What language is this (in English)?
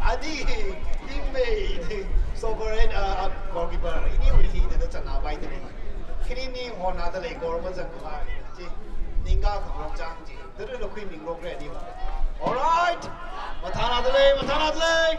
Tangkhul Naga (India)